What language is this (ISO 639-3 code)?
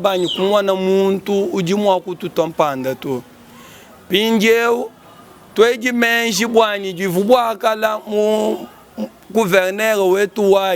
lua